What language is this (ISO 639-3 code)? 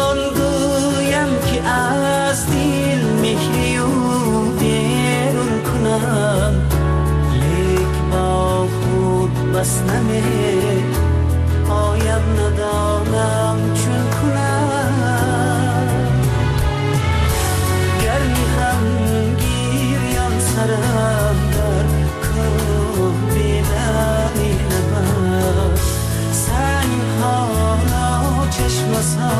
fas